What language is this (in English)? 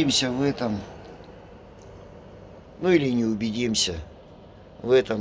Russian